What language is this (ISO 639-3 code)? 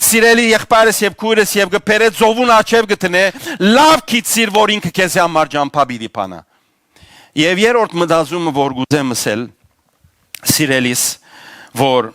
hyw